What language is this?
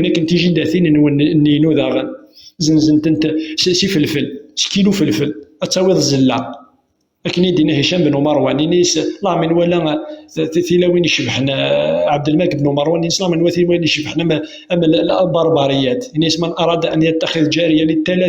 Kabyle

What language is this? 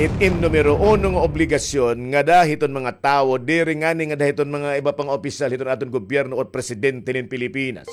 Waray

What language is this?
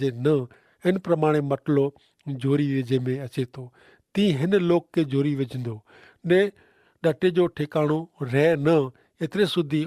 Kachhi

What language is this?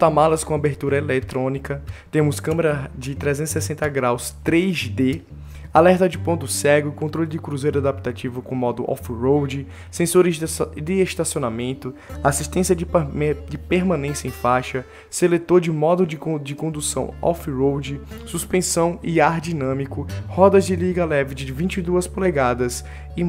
Portuguese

